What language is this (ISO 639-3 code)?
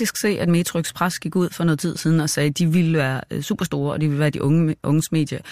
dan